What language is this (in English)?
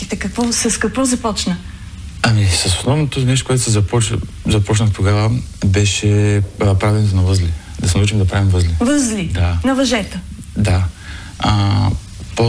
Bulgarian